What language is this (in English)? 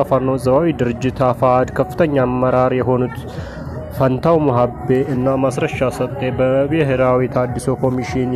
Amharic